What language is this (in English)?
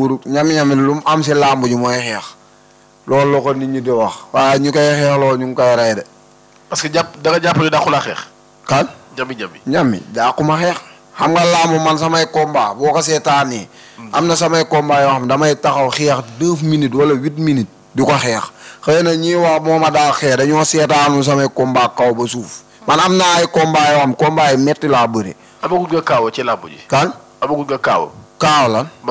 Wolof